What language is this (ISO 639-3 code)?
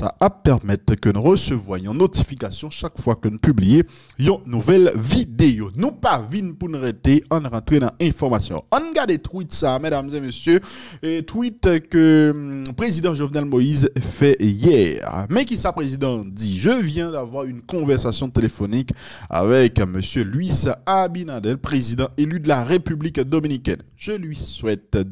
hat